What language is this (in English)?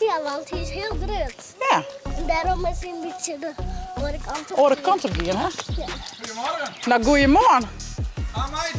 Western Frisian